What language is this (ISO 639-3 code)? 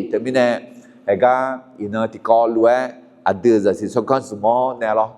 ahk